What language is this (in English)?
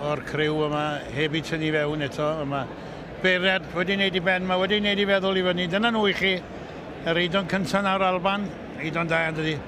Welsh